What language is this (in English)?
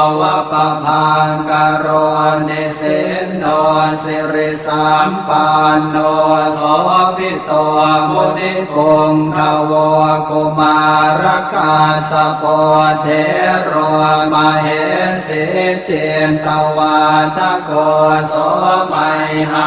Pali